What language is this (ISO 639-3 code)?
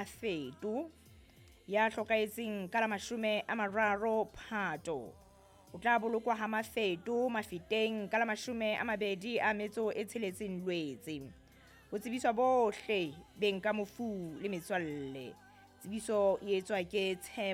sot